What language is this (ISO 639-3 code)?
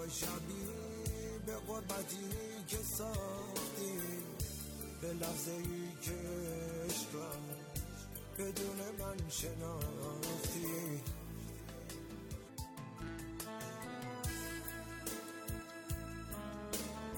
fas